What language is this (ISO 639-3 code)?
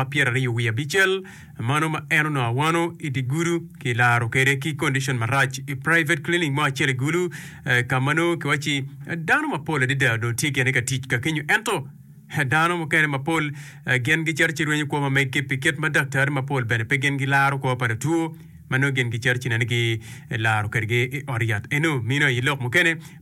ach